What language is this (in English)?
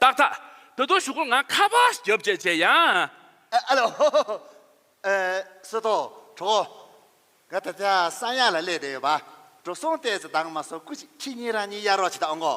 Tibetan